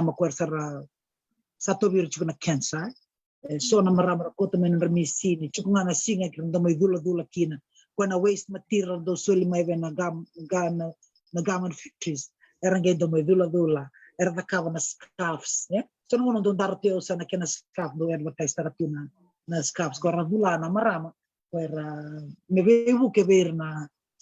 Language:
Fijian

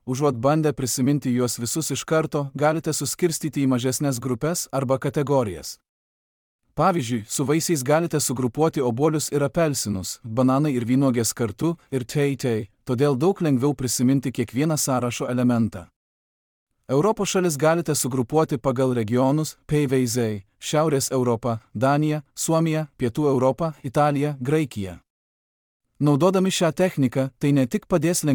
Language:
Lithuanian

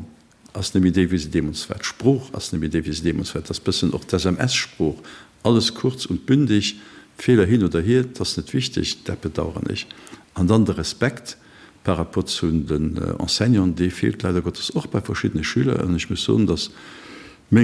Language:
Luxembourgish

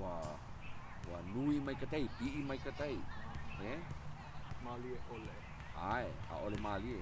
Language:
Hawaiian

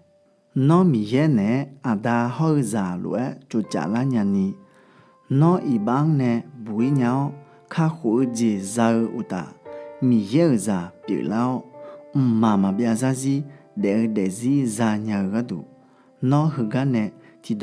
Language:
Akha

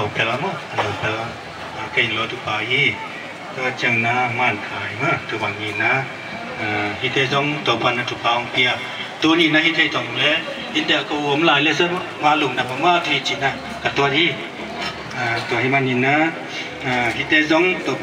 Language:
Vietnamese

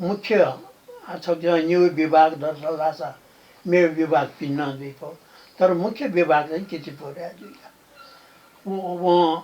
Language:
Newari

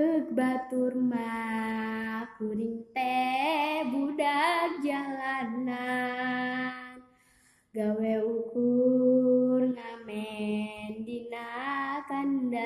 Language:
Sundanese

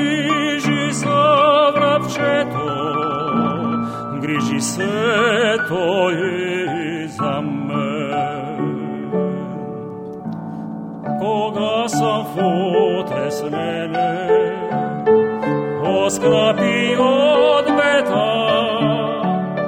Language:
Bulgarian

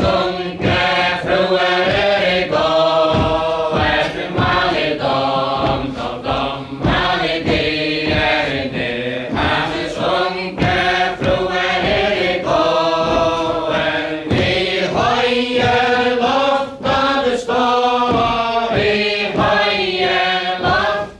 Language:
Faroese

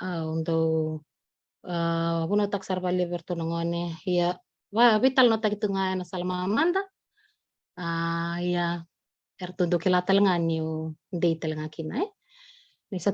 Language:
Fijian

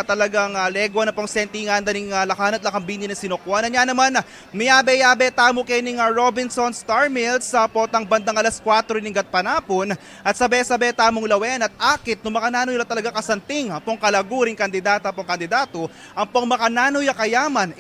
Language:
Pampanga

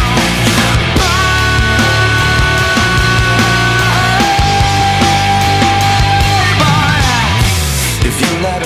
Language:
English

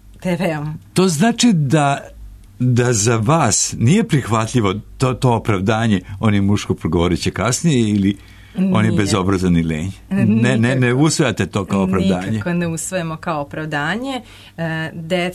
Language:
Serbian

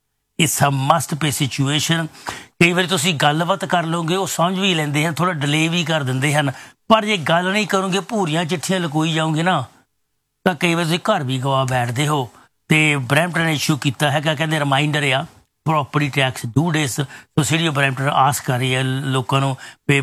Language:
Punjabi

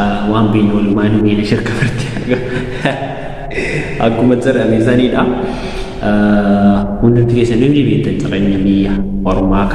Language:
Oromo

